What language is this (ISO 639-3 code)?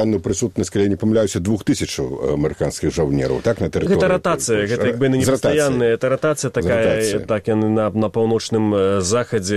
bel